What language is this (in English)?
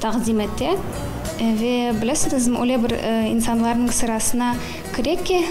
Crimean Tatar